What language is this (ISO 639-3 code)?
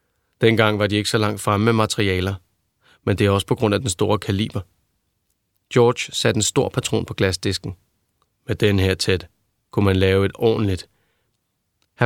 dan